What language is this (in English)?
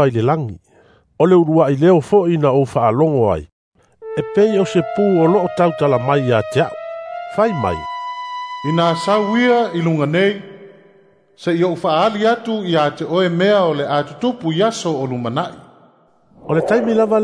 Samoan